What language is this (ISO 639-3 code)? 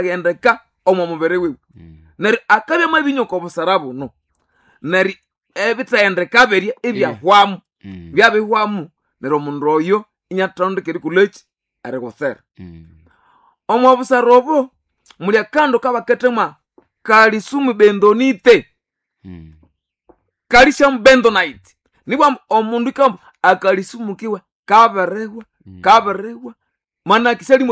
nnb